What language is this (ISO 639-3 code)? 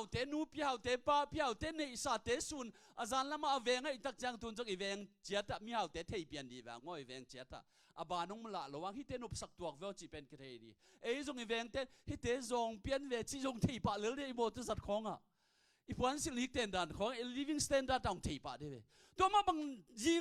ctd